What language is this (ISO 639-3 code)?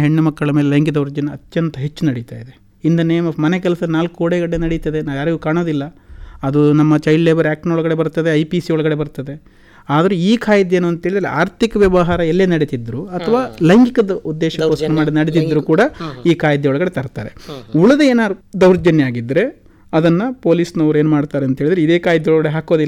kan